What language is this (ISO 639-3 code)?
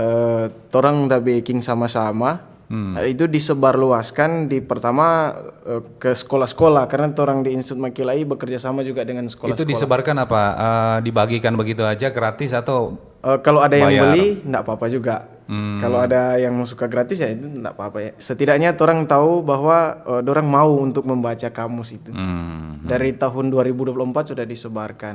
xmm